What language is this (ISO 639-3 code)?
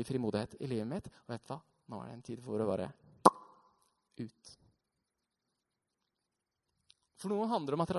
nor